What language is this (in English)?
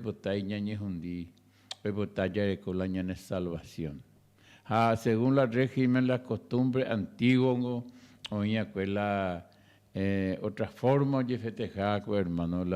Guarani